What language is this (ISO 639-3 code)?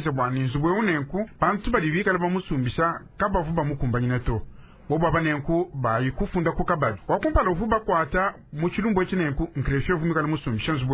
lua